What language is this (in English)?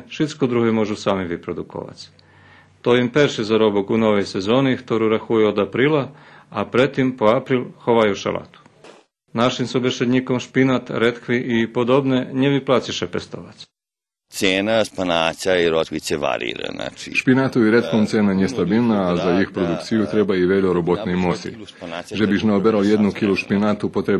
Rusyn